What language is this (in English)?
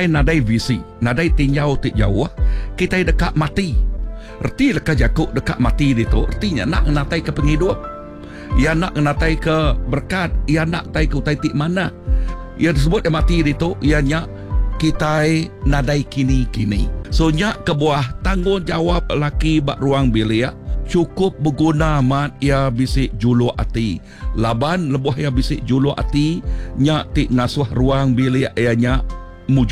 Iban